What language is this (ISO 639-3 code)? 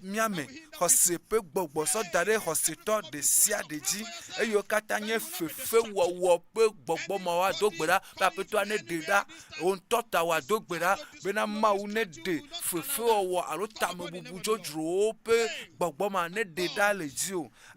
ewe